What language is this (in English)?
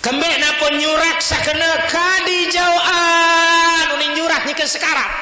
Sasak